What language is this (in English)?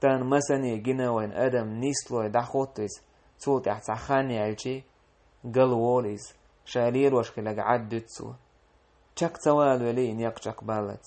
Chechen